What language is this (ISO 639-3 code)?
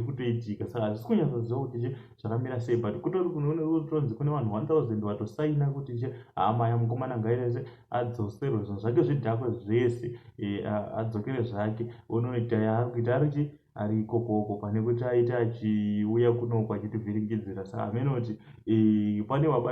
sna